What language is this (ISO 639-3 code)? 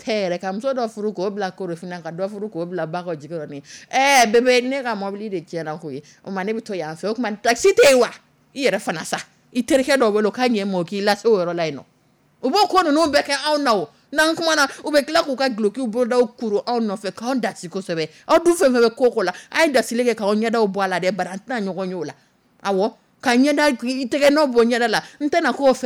dyu